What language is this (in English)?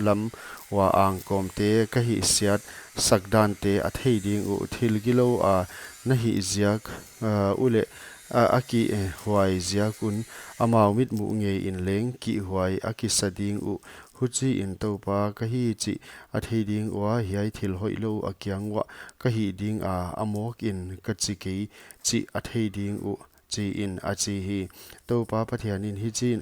Paite Chin